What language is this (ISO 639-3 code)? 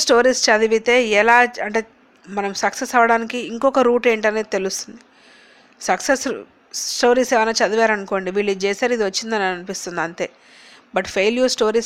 tel